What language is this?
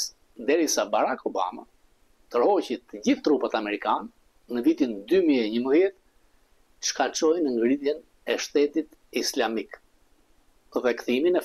Albanian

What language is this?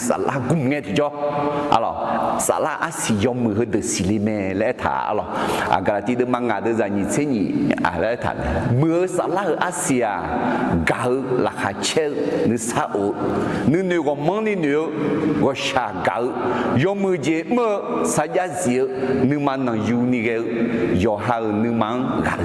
Akha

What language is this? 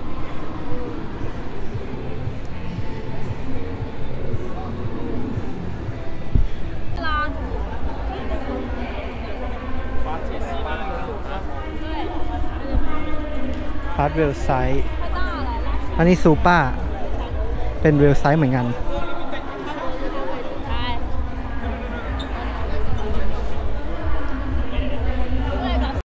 Thai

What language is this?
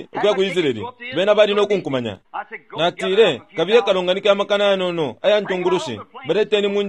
Bemba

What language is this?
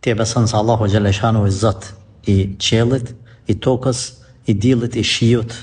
Albanian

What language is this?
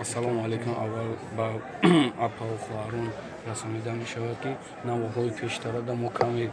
Tajik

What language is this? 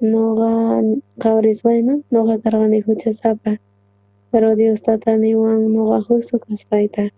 South Bolivian Quechua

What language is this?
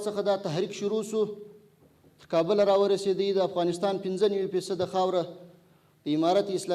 Pashto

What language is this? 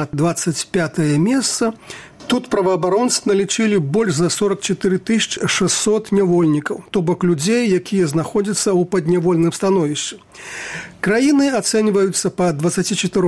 Belarusian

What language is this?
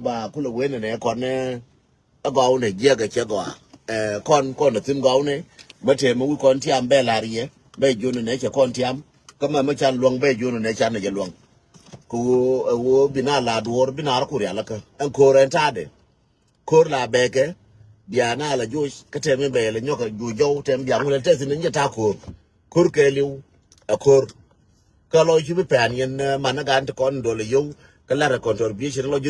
Nuer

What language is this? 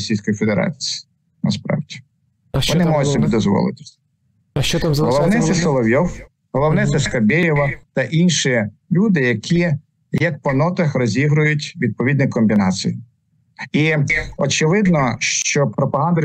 Ukrainian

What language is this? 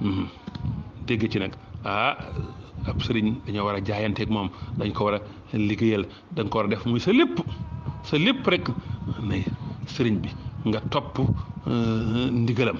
Wolof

